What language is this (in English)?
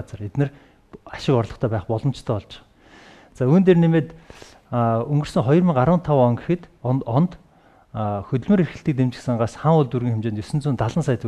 Mongolian